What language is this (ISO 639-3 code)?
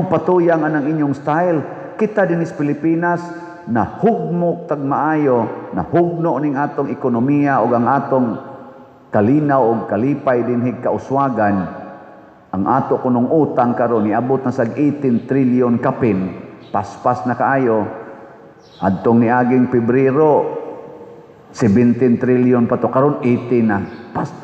ceb